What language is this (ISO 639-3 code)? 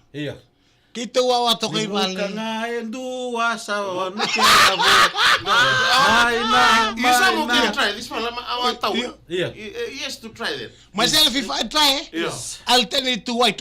fij